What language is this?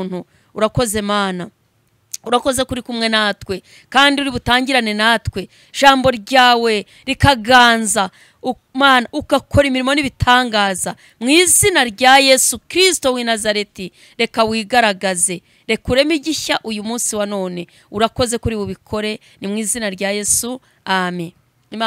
Kinyarwanda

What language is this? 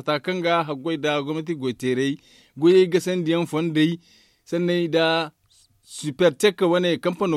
Zarma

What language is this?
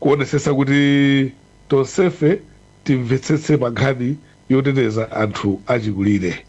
Nyanja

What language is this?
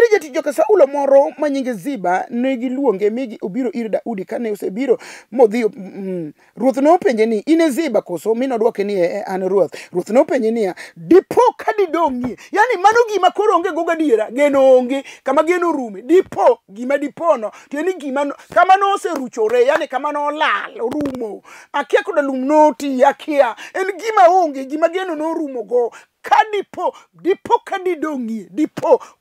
Luo (Kenya and Tanzania)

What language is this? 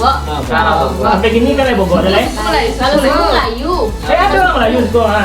Minangkabau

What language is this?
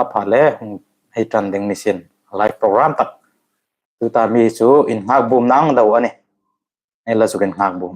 Hmar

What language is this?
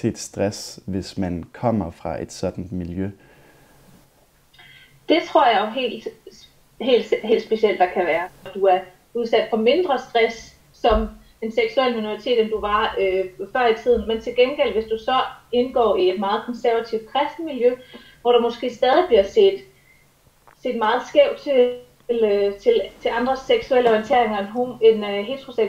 Danish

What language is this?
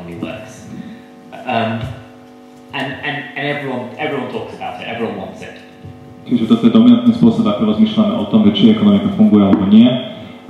Slovak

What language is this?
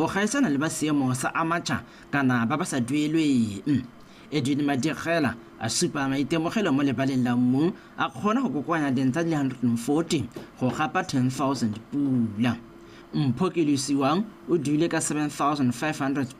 Tswana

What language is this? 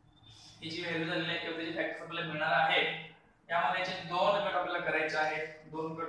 Marathi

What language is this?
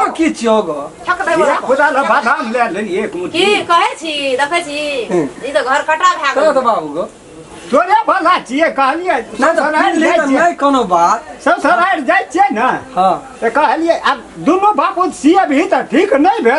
Maithili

